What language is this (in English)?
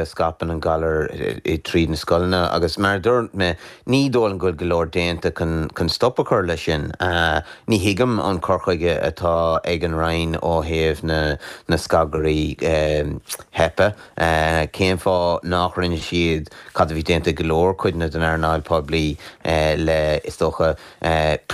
Irish